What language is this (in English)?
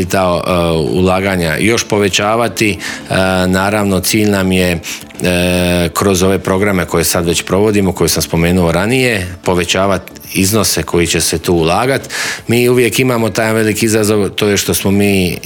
Croatian